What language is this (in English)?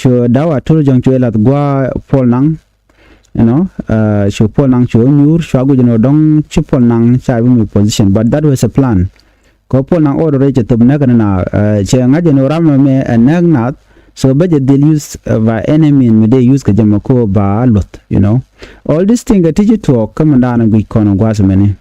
Nuer